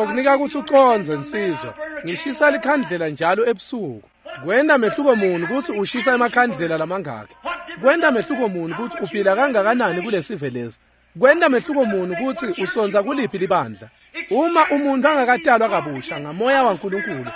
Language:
Swati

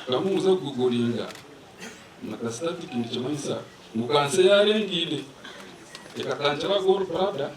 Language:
Nyankole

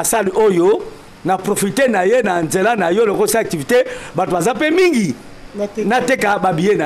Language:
Lingala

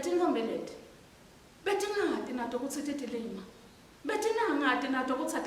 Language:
Swati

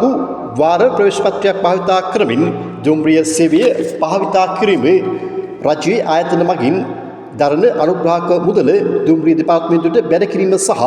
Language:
Sinhala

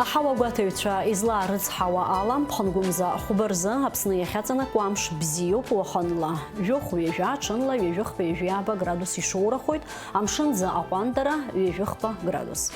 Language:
Abkhazian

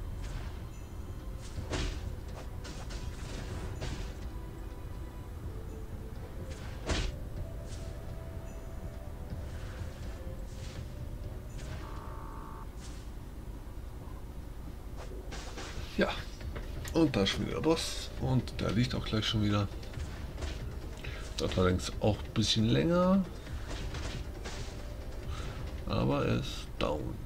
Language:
German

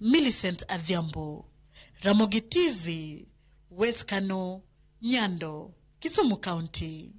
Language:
Luo (Kenya and Tanzania)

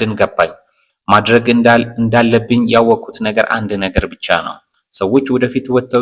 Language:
Amharic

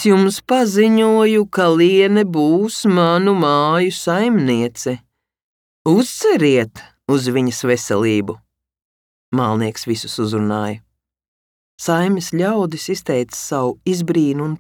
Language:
Latvian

